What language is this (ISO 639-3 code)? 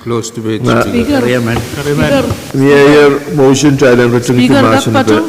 pon